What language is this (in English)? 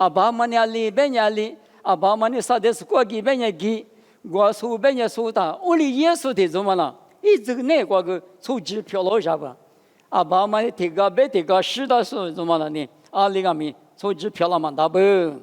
Lisu